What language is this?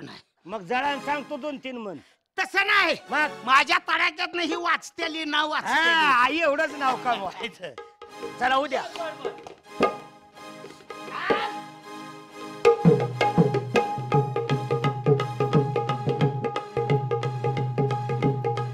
Marathi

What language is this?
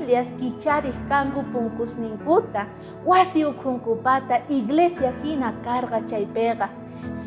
South Bolivian Quechua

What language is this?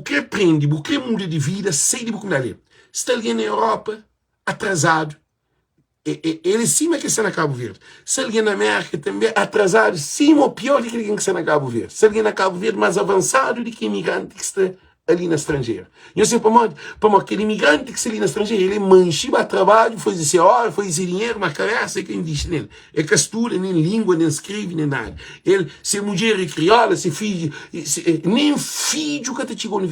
Kabuverdianu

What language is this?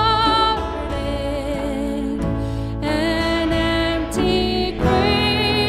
English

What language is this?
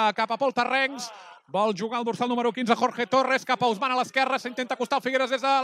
Catalan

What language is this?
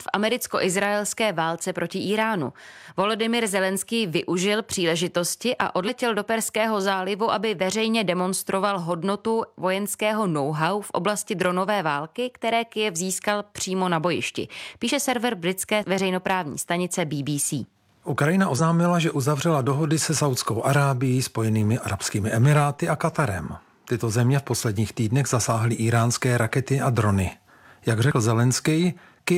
Czech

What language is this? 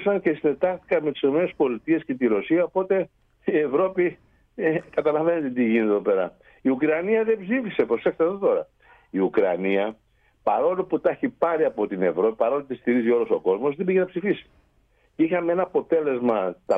Greek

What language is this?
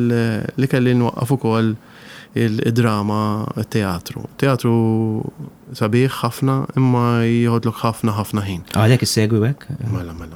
Maltese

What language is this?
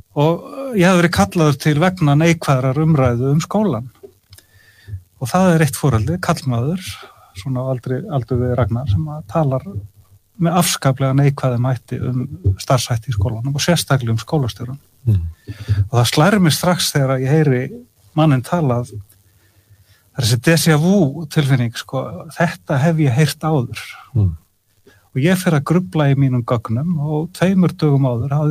Icelandic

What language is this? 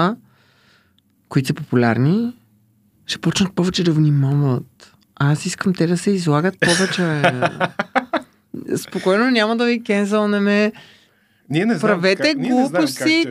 Bulgarian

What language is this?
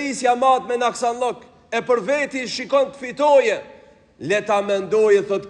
Albanian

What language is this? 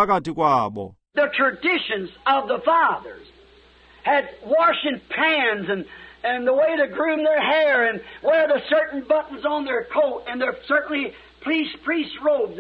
Xhosa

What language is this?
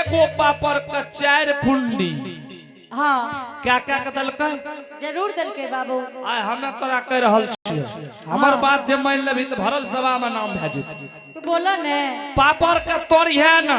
Angika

